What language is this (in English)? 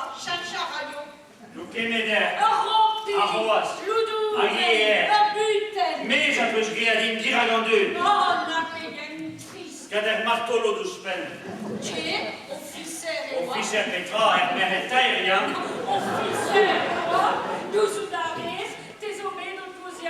Breton